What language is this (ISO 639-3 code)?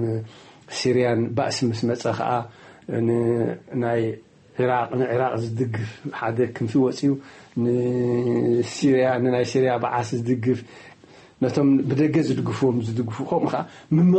tir